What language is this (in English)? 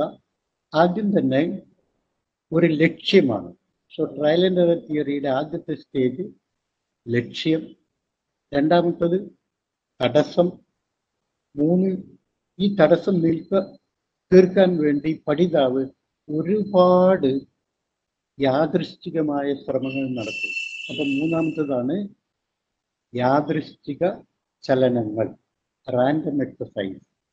Malayalam